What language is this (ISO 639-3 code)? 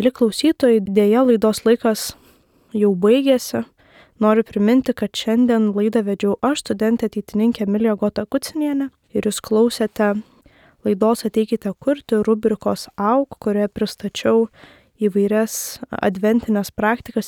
lit